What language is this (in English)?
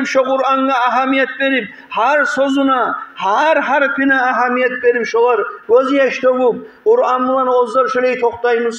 Kumyk